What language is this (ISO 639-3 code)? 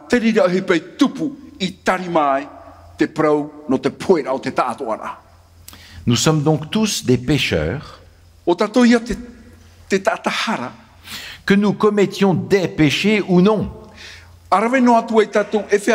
tah